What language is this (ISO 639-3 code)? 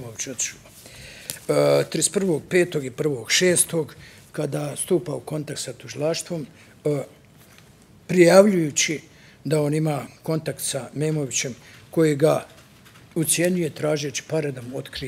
bos